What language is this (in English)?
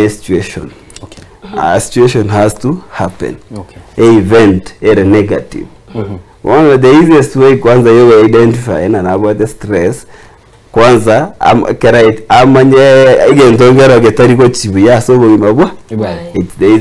Gusii